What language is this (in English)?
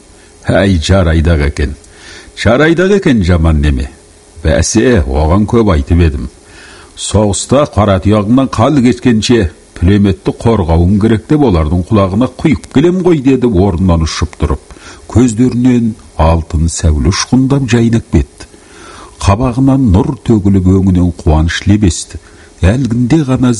Kazakh